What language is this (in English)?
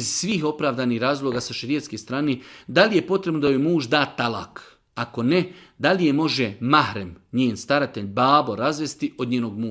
Bosnian